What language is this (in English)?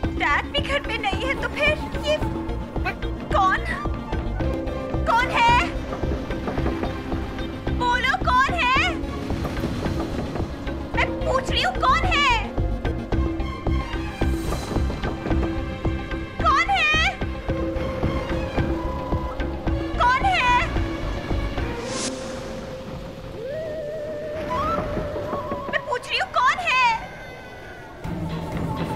Hindi